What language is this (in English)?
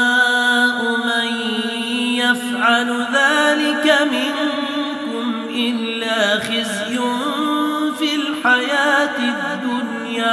Arabic